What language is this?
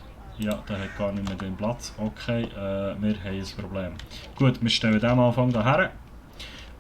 Swiss German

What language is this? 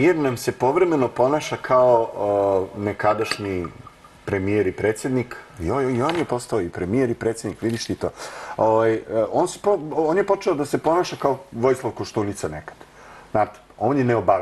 Serbian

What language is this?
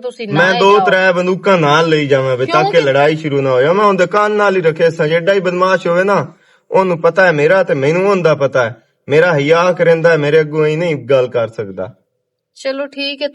Western Panjabi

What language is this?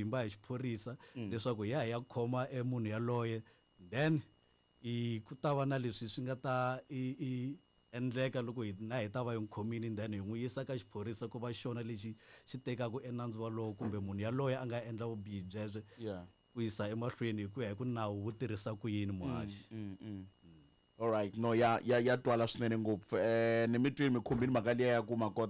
Tsonga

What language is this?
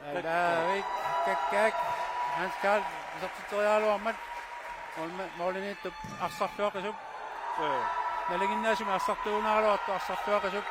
Kalaallisut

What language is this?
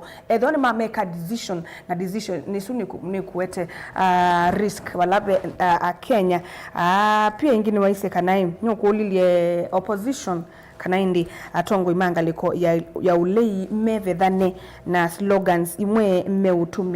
Kamba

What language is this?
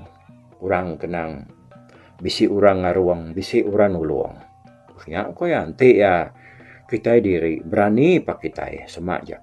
Iban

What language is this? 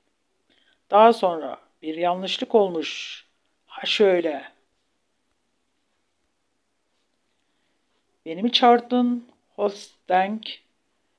Turkish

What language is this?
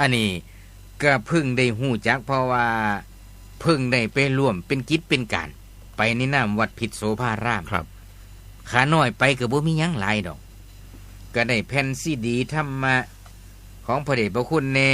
Northeastern Thai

